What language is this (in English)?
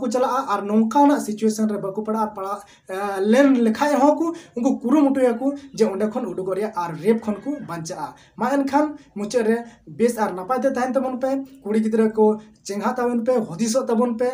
Santali